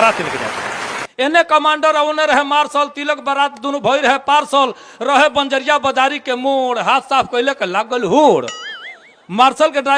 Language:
Bhojpuri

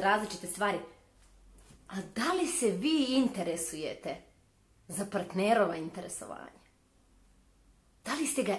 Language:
Serbian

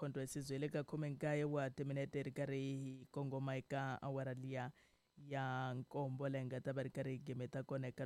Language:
Tsonga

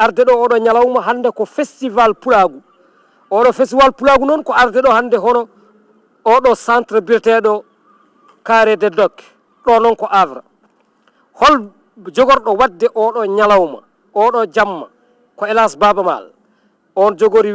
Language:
Fula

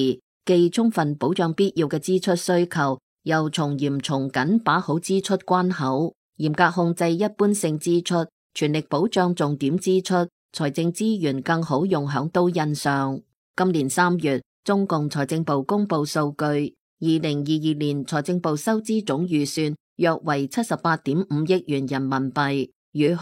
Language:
Cantonese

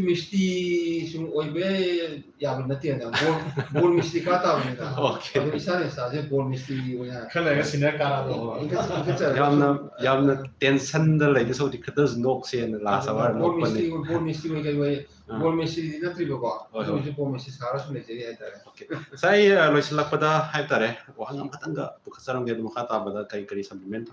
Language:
Manipuri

